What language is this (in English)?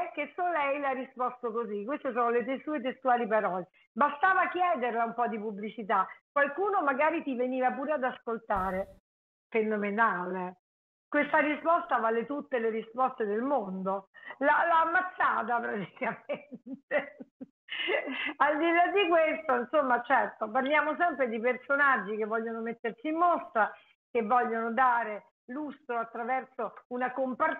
Italian